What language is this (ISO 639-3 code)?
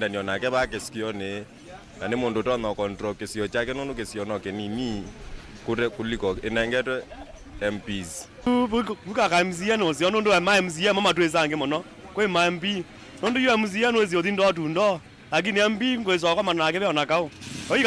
kam